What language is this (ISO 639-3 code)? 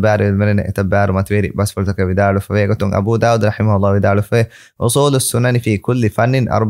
div